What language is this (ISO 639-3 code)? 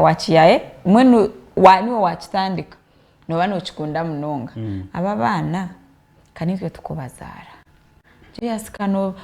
nyn